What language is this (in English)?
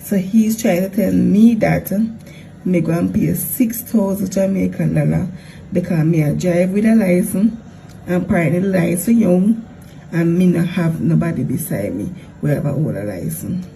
Jamaican Creole English